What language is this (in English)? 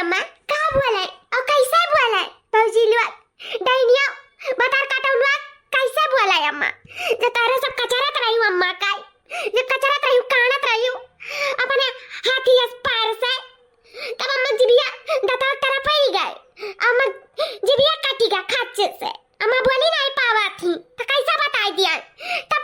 Awadhi